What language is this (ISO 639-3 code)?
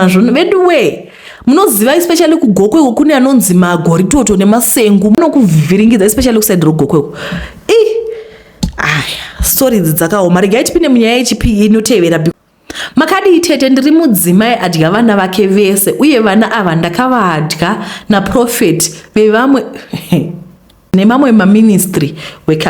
sna